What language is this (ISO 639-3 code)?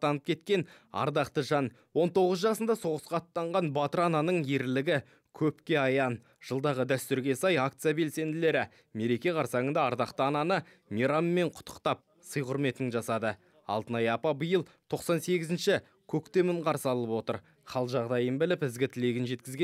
kaz